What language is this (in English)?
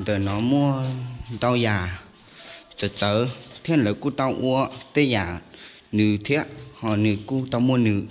Hmong